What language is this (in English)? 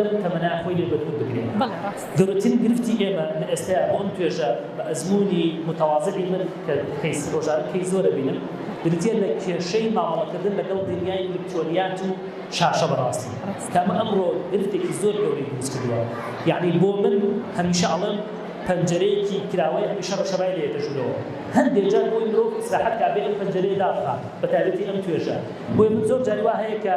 Central Kurdish